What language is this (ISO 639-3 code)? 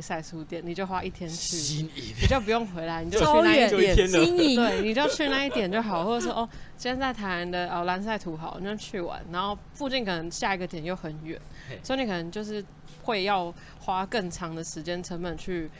zho